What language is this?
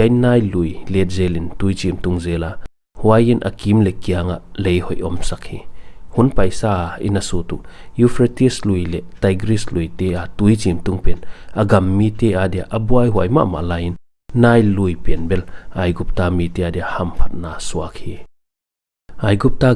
Paite Chin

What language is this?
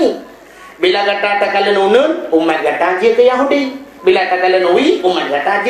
Achinese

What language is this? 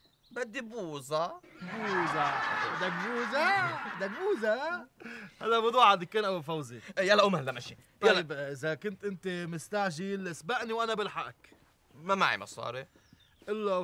North Levantine Arabic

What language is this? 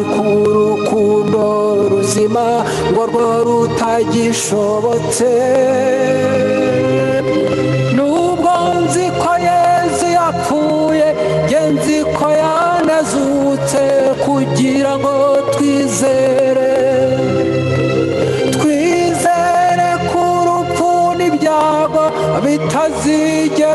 Kinyarwanda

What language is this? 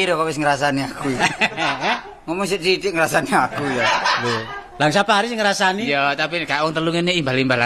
Javanese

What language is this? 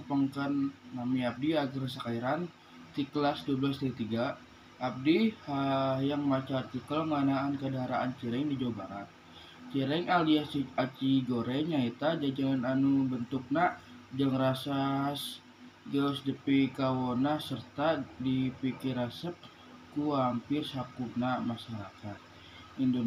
Sundanese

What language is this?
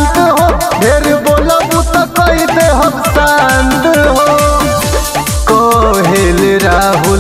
Bhojpuri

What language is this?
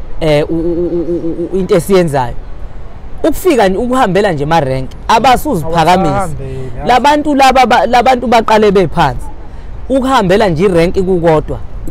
Zulu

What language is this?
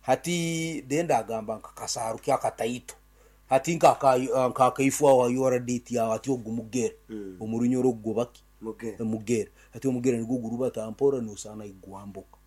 Nyankole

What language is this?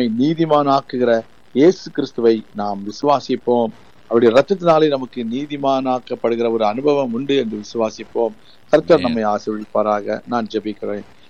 Tamil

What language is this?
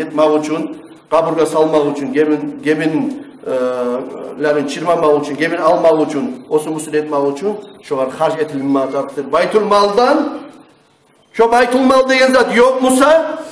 Kumyk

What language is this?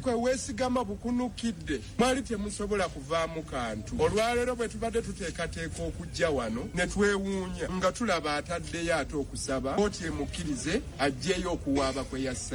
Ganda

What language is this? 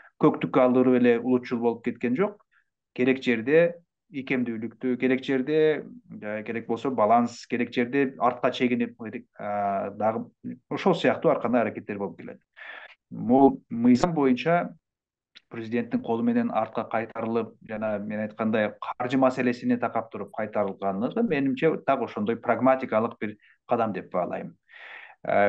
Kyrgyz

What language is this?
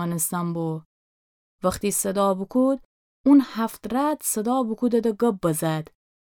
Gilaki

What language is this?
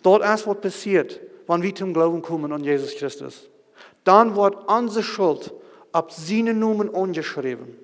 Plautdietsch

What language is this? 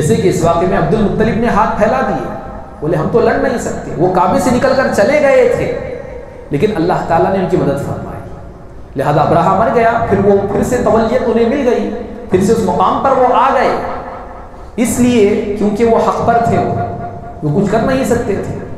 Urdu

